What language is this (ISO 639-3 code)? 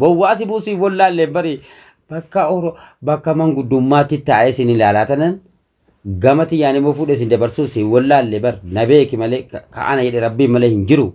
orm